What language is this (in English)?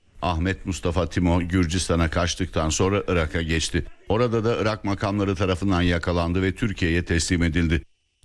Turkish